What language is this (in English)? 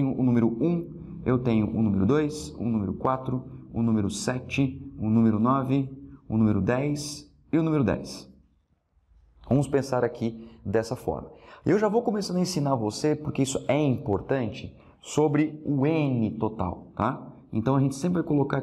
Portuguese